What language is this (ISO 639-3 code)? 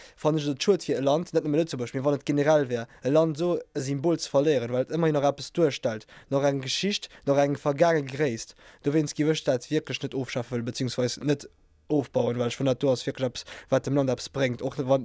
ltz